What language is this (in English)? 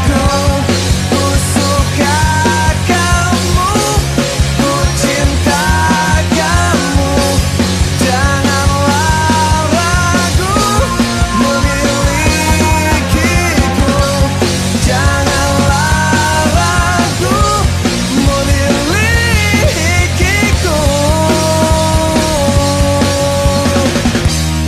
Indonesian